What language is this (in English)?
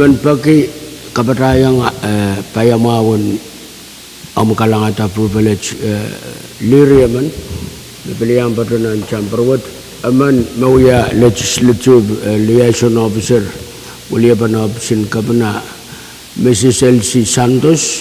Pohnpeian